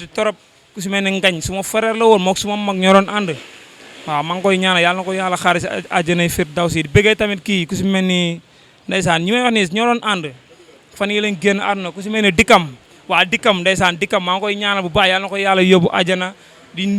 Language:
Wolof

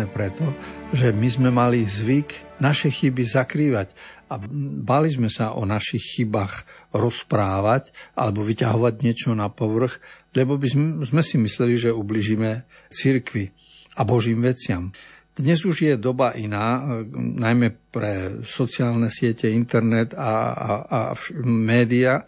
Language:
Slovak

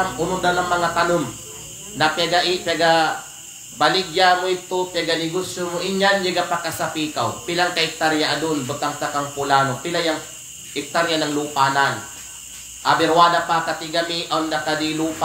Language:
Kalagan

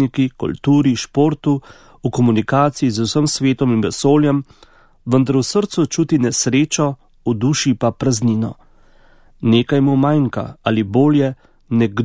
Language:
Slovenian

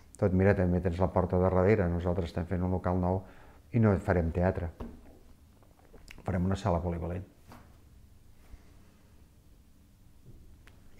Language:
Catalan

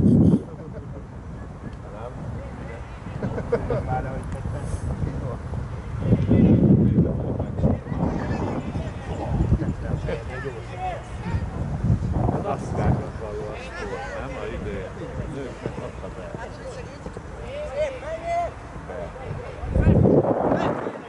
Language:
Hungarian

